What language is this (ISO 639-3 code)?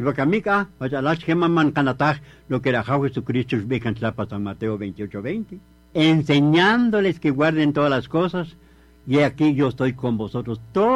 cak